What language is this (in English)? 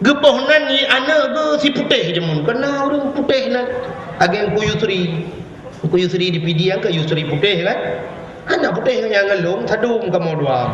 Achinese